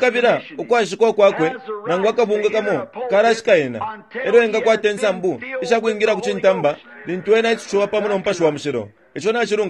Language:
Bemba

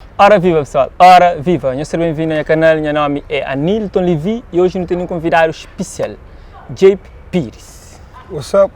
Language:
Kabuverdianu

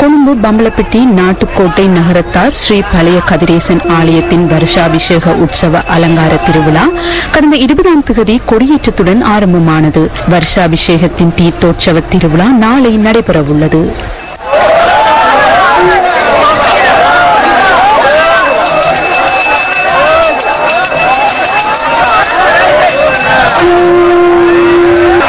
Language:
Tamil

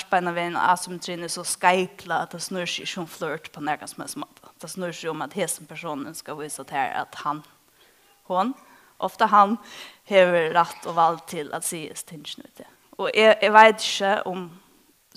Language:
Faroese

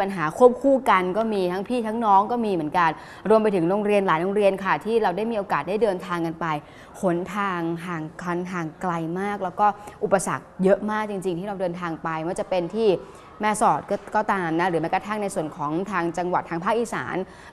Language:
Thai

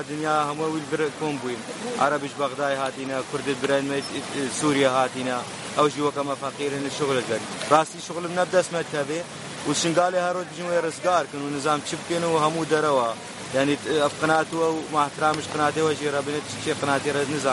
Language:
Kurdish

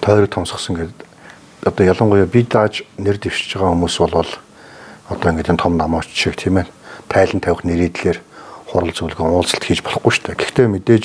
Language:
Mongolian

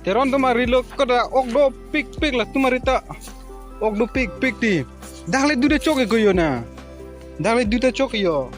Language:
Karbi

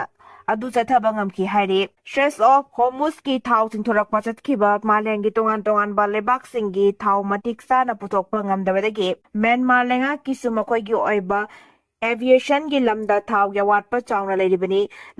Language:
Manipuri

